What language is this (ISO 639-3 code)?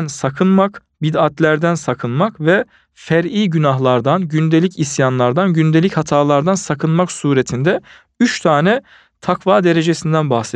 tur